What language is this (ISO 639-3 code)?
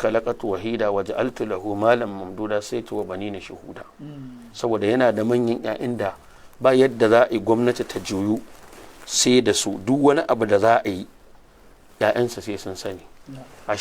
hau